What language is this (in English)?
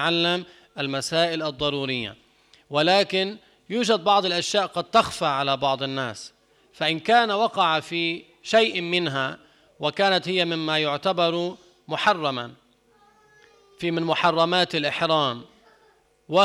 Arabic